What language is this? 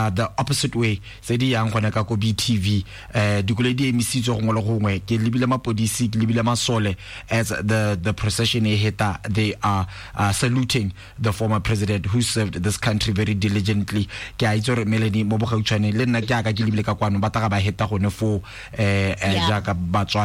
Tswana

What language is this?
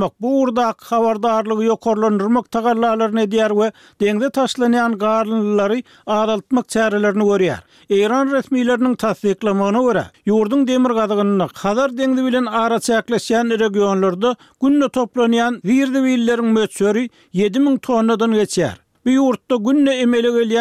Turkmen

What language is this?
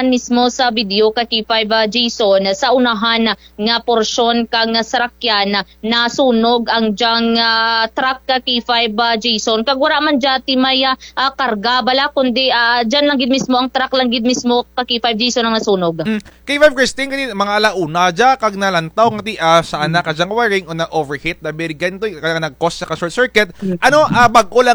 Kinaray-a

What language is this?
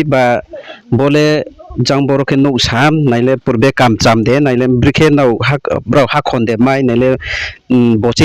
Riang (India)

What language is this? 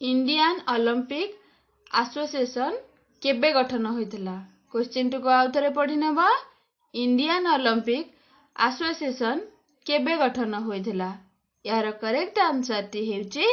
Odia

